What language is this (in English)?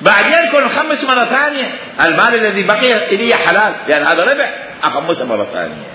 Mesopotamian Arabic